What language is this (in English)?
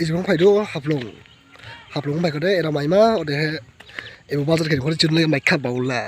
Dimasa